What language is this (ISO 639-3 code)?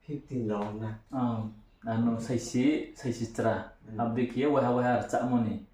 ria